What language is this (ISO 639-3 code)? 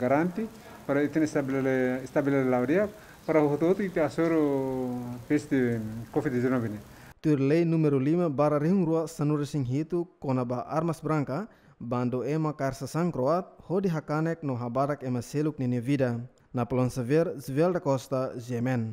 tet